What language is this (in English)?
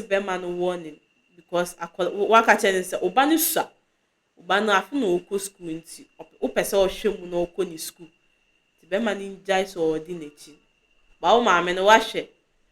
Akan